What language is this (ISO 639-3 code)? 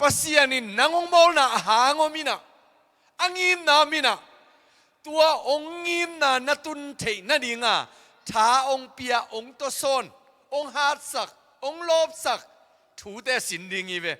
ctd